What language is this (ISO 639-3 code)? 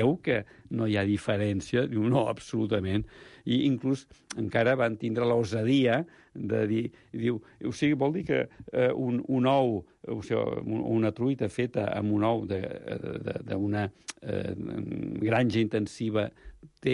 cat